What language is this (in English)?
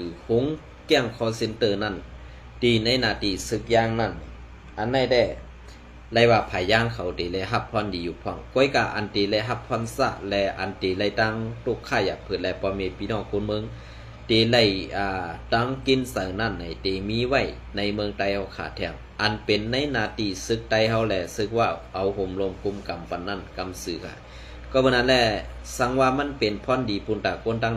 Shan